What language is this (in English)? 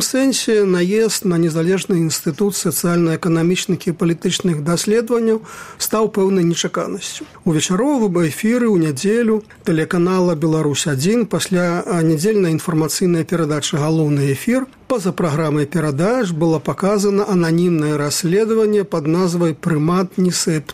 Belarusian